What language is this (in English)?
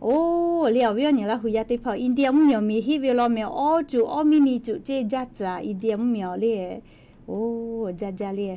Lahu